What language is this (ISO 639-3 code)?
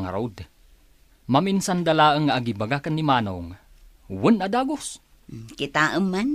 ilo